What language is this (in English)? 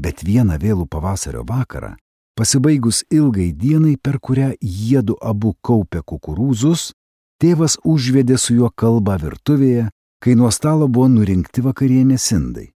Lithuanian